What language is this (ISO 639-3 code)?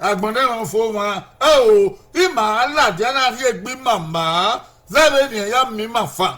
bin